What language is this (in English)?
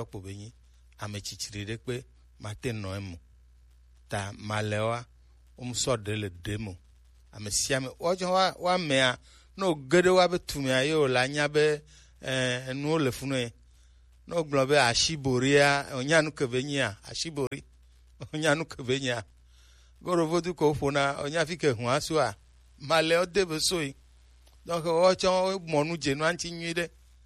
Gen